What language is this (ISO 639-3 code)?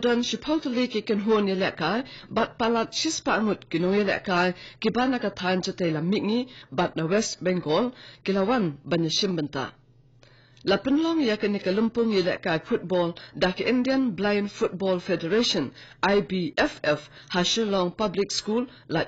kha